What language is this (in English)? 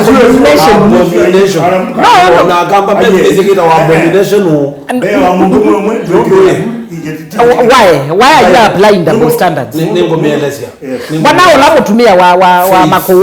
Kamba